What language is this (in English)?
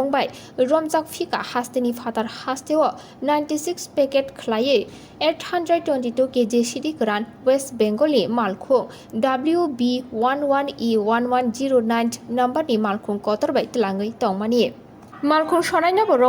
Kok Borok